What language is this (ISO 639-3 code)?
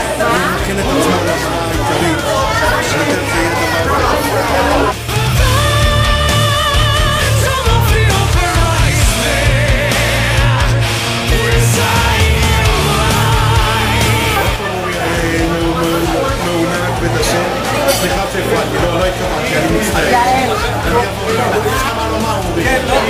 heb